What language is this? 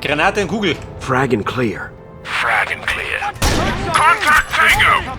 Bavarian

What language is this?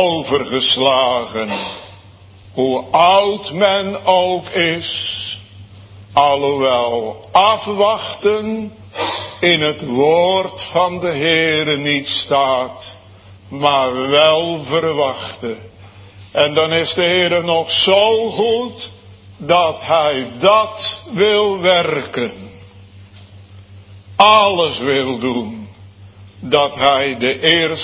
Dutch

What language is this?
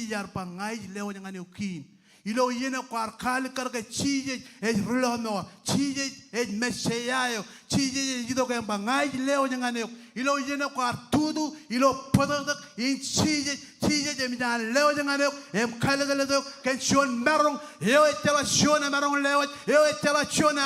Marshallese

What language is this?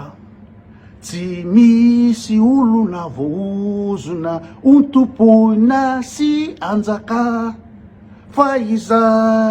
Malagasy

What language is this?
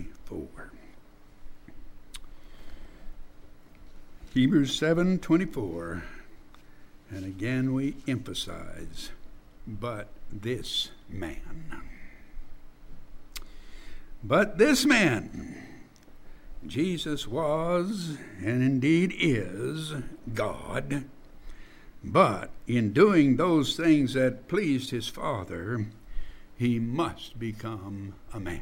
English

